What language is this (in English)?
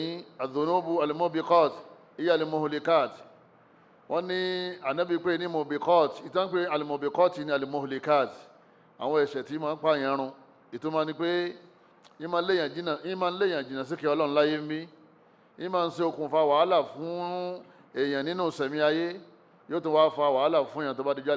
Yoruba